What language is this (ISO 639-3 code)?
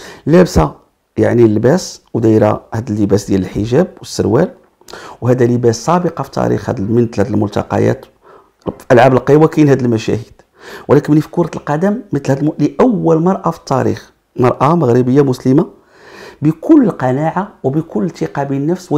ary